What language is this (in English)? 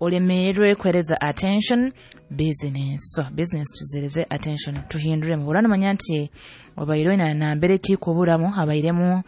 Nyankole